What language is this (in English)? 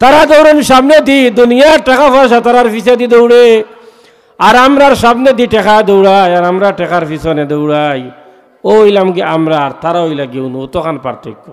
Sylheti